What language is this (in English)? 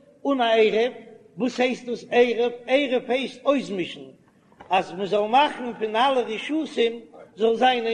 Yiddish